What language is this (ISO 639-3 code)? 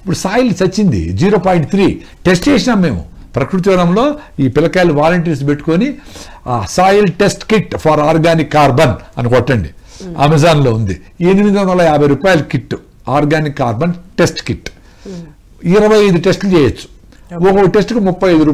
tel